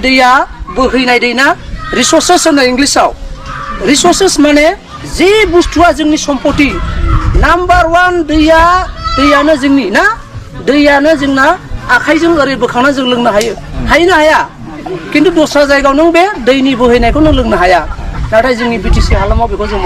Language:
Bodo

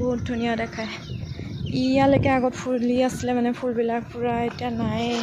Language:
Assamese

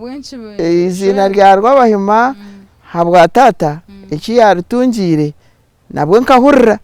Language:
Nyankole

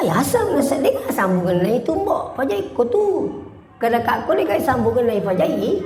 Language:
Buginese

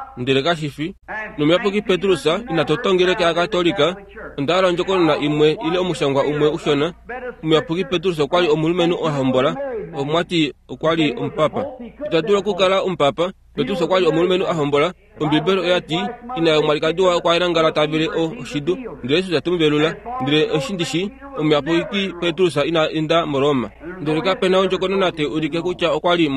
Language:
Kuanyama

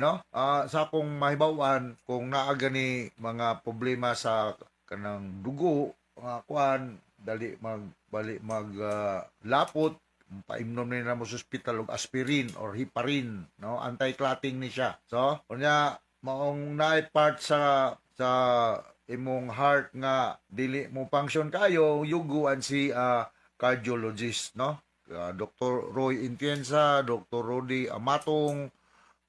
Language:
Cebuano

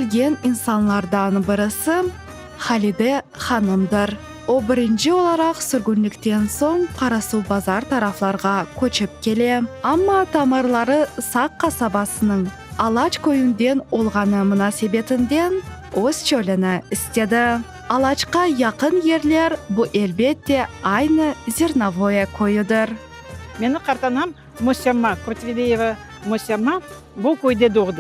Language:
Crimean Tatar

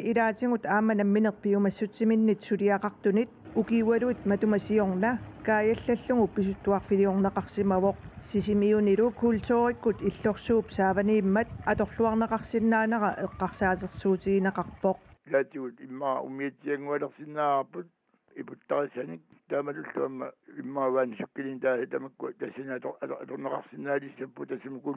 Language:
Kalaallisut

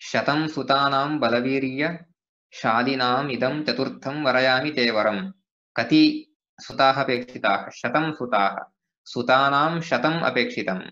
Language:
Sanskrit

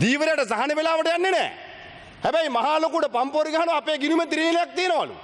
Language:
Sinhala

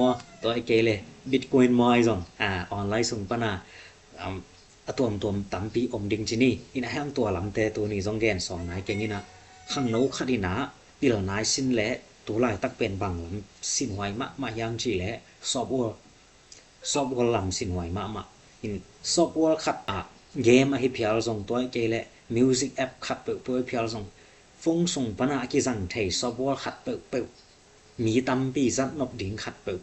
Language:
Tedim Chin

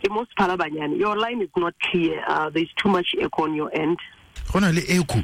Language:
Tswana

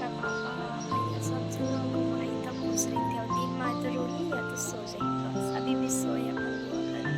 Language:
Chhattisgarhi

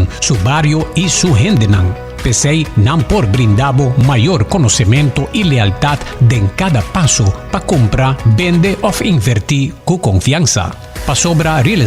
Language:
Papiamento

